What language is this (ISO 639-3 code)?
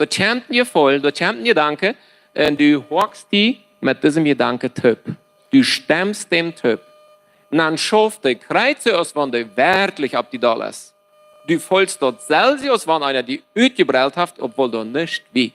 pdt